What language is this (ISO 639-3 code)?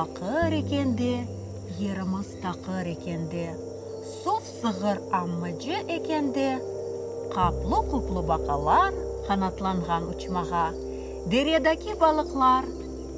crh